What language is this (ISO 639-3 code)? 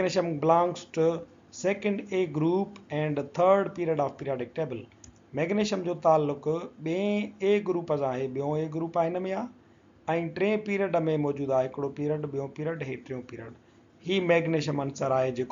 snd